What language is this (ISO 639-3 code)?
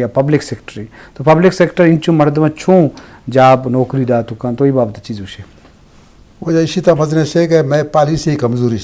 bgp